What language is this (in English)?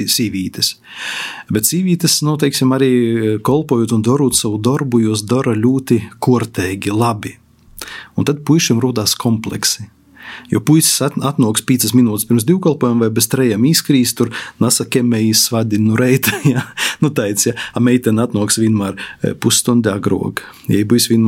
Latvian